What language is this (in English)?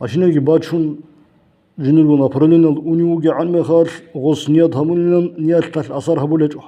Avaric